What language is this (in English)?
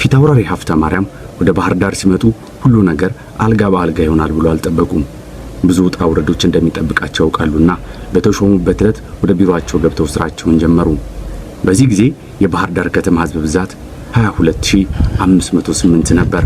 Amharic